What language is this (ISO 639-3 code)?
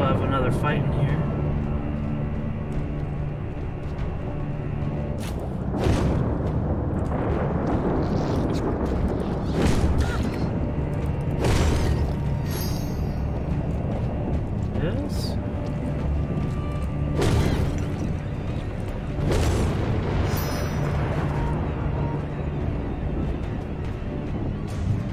eng